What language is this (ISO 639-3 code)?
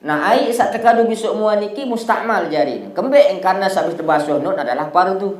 sas